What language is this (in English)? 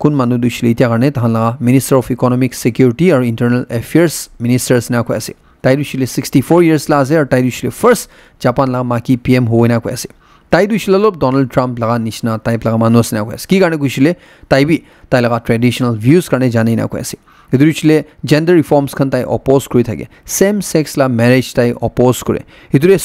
Naga Pidgin